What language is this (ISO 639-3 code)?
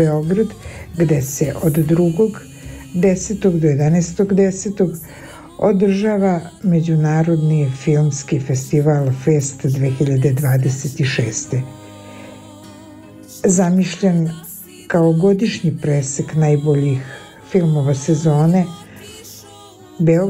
srp